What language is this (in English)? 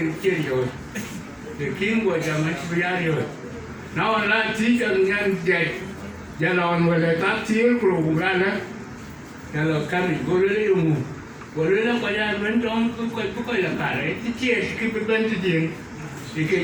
Dinka